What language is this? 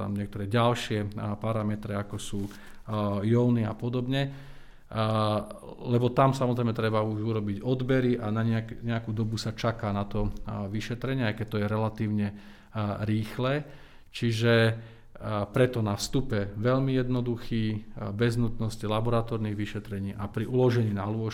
Slovak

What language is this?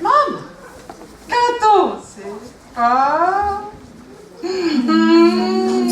Sicilian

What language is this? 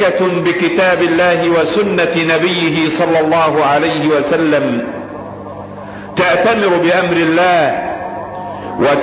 Arabic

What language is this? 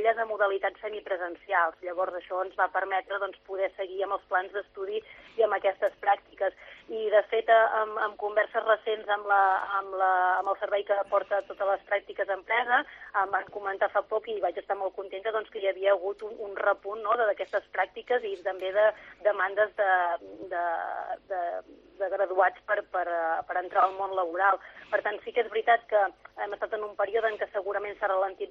Catalan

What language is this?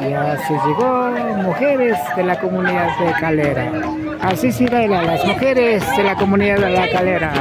Imbabura Highland Quichua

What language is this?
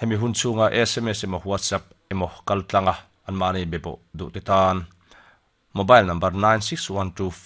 Mizo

